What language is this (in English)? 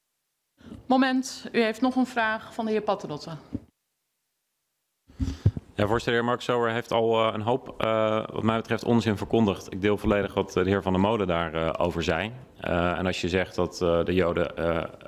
Dutch